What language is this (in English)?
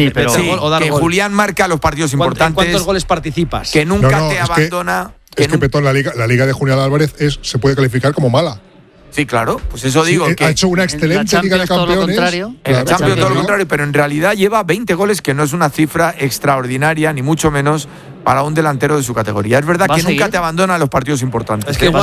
Spanish